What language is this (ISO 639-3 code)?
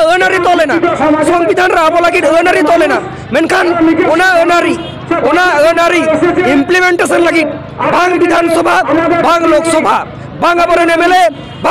sat